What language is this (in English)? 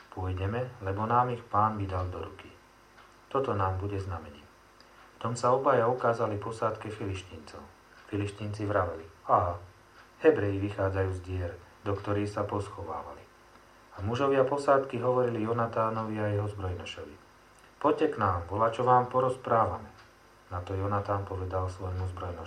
Slovak